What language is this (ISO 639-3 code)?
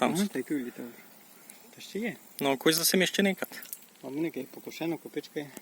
rue